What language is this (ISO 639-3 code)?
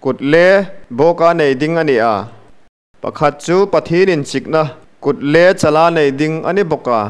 hmr